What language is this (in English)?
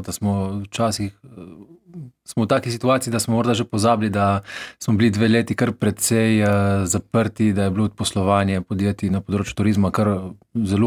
Slovenian